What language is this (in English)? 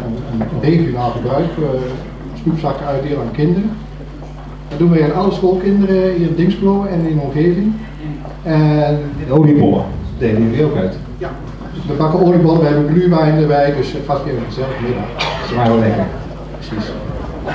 Dutch